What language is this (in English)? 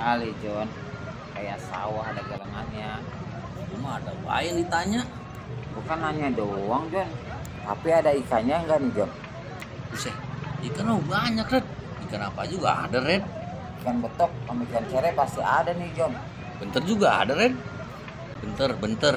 Betawi